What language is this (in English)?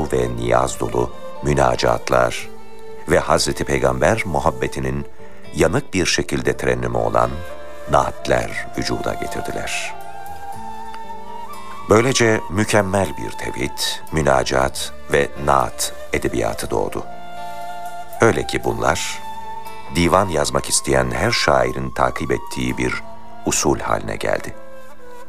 Turkish